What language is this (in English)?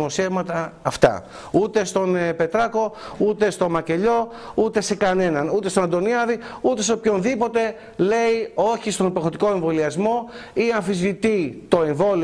Greek